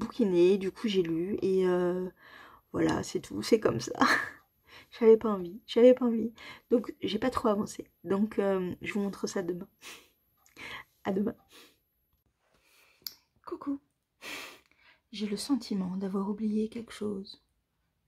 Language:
French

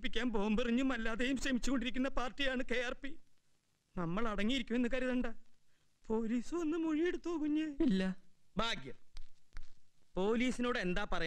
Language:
Malayalam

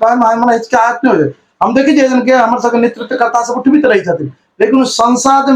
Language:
Maithili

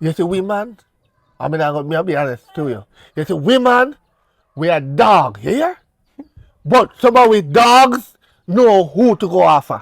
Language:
Jamaican Creole English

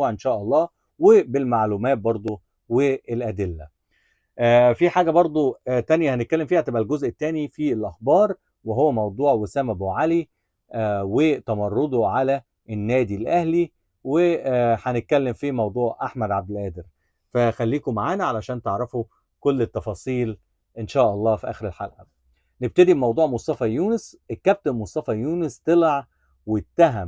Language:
Egyptian Arabic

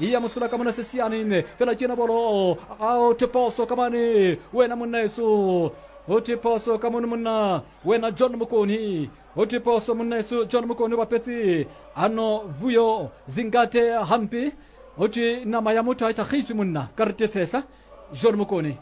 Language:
Southern Sotho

